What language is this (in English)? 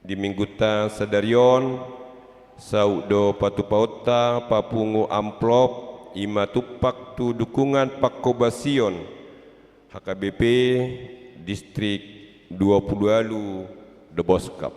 Batak Toba